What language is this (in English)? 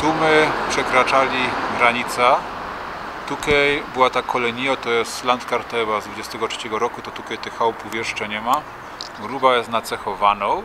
Silesian